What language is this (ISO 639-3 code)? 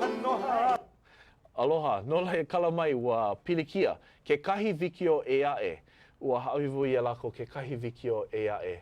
haw